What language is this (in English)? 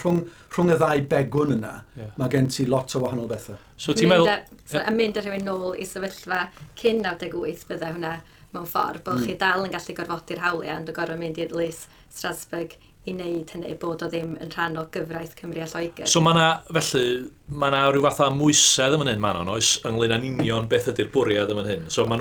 Welsh